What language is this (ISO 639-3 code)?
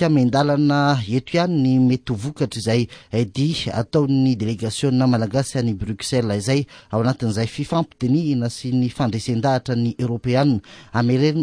mlg